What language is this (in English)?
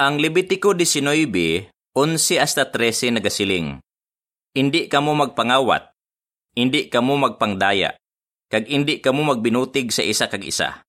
Hiligaynon